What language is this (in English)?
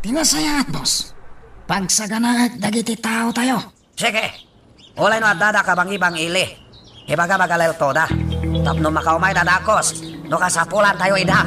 Iloko